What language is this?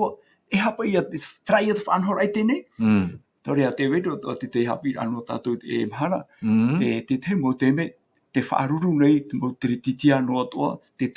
Tahitian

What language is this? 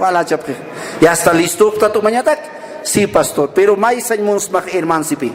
Aymara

